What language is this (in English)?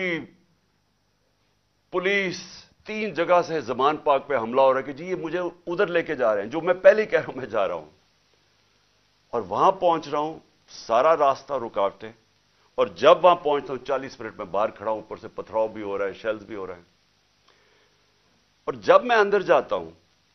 Urdu